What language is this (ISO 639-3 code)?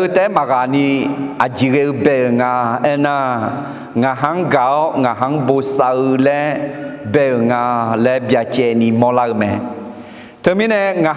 ahk